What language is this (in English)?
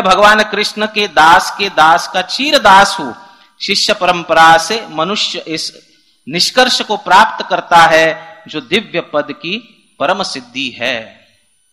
Hindi